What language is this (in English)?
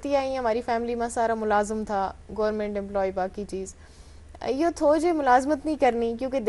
Gujari